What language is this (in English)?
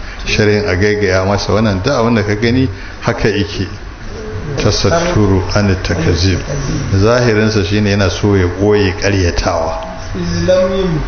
Hausa